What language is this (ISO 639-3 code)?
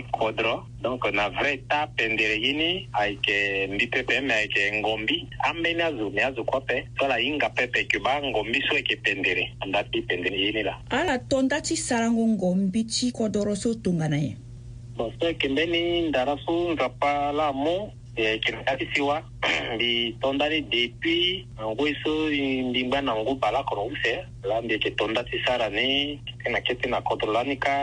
sag